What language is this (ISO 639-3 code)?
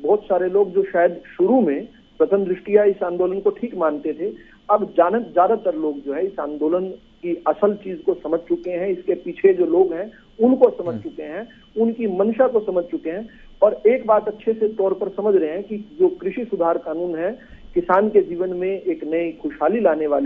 hin